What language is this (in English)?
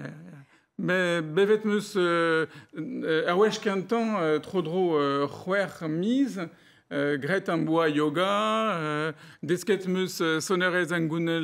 Breton